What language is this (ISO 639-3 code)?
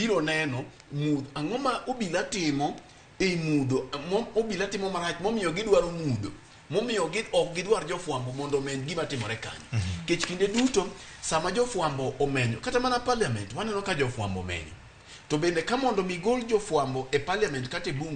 luo